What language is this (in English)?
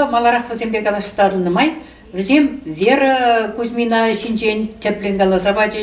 Chuvash